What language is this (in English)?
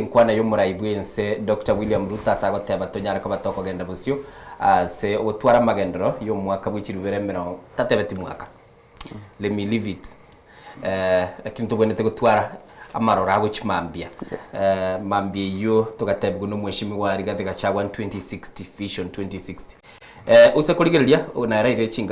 Gusii